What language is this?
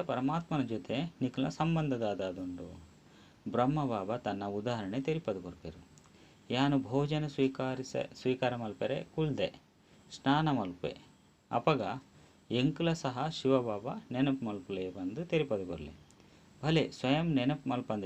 Tulu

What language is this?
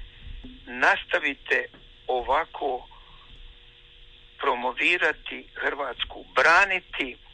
Croatian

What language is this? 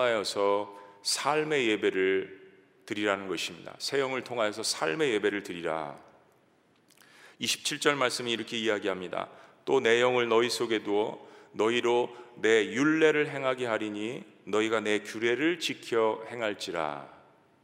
Korean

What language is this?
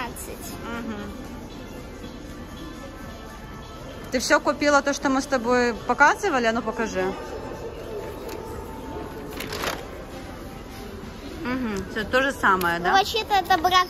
Russian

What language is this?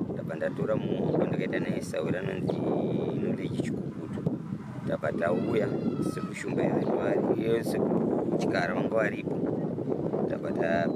Shona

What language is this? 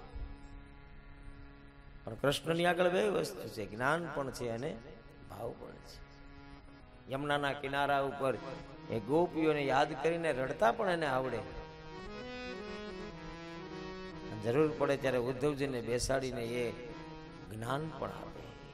Gujarati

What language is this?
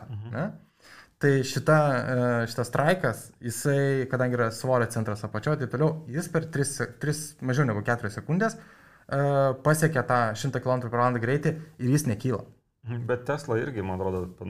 Lithuanian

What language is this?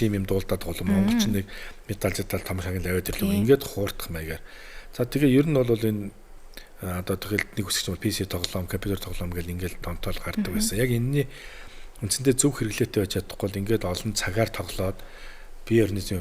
Mongolian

